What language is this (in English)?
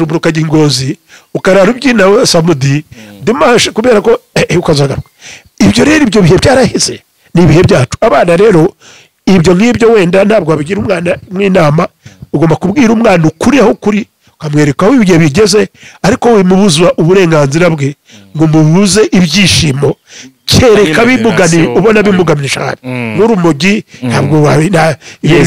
Kinyarwanda